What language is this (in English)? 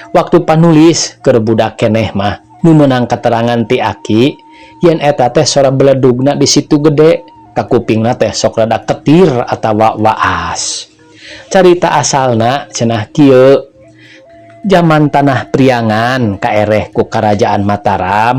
Sundanese